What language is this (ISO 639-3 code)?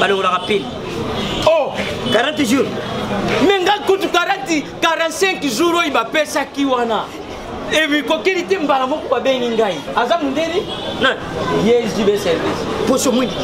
lin